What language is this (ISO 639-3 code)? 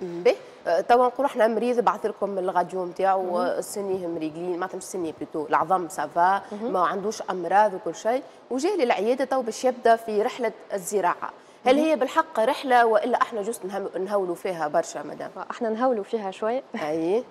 aeb